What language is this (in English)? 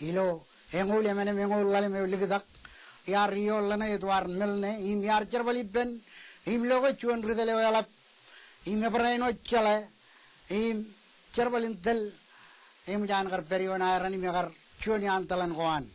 Marshallese